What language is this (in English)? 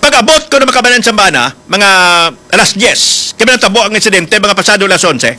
Hiligaynon